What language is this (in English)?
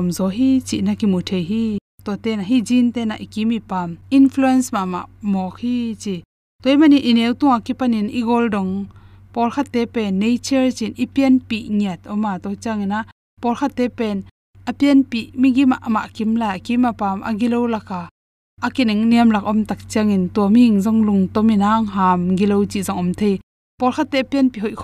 Tedim Chin